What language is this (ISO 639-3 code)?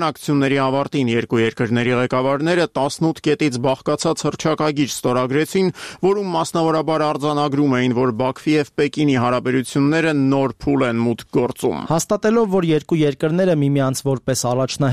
hye